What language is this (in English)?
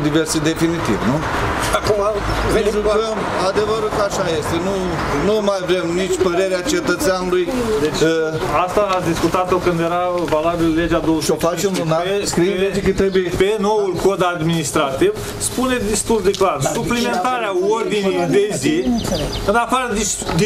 Romanian